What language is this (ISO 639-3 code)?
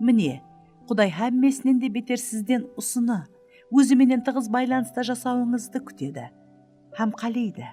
kaa